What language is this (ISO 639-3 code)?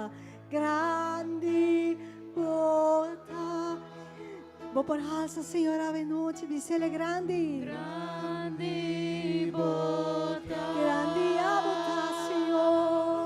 pap